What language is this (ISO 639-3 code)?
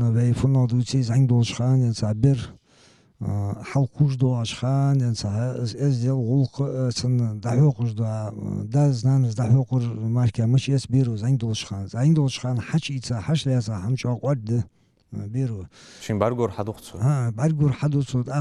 inh